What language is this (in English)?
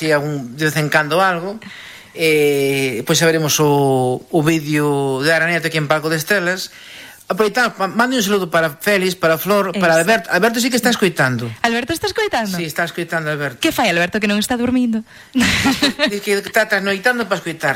Galician